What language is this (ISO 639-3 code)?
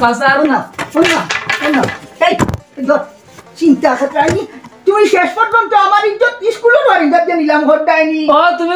syl